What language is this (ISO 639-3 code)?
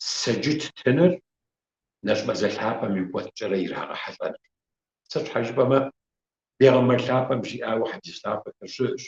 kbd